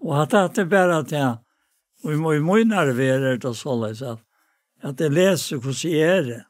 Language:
Faroese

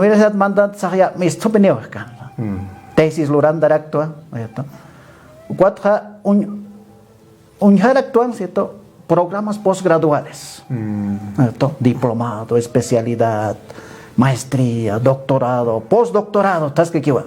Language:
Aymara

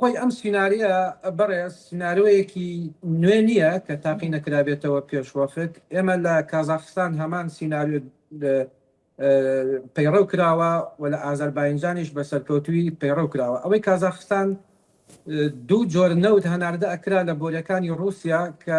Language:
Central Kurdish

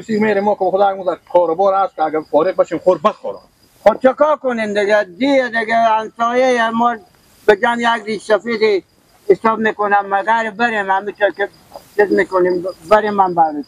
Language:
Persian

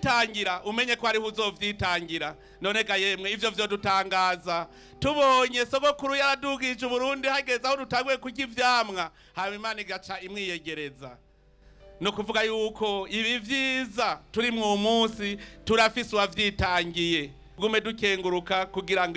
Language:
Rundi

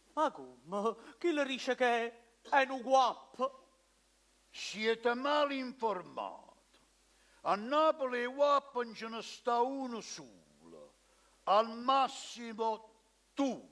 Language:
Neapolitan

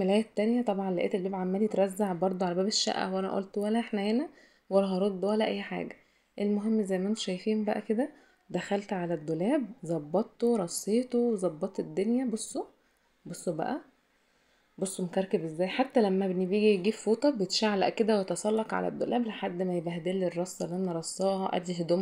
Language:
Egyptian Arabic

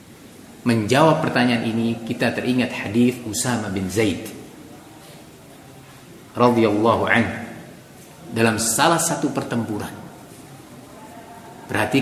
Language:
Indonesian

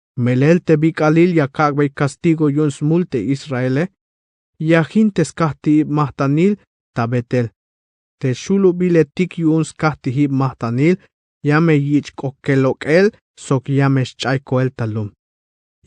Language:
Tzeltal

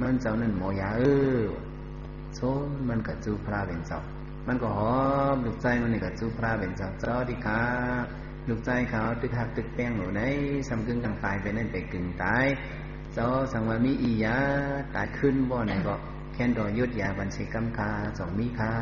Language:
Shan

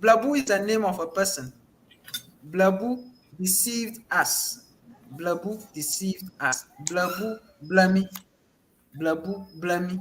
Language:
Ewe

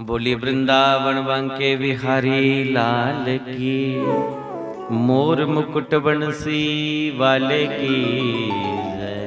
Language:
Dogri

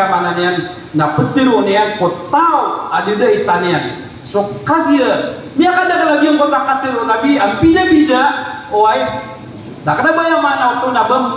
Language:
Maranao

